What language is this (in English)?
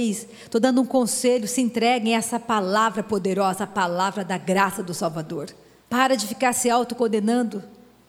Portuguese